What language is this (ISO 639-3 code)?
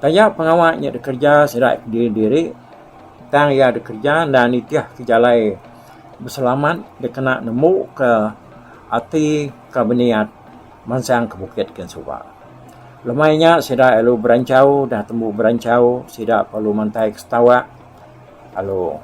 iba